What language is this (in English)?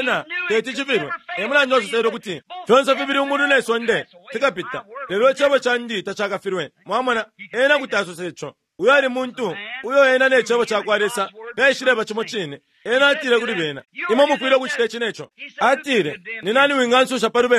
Bemba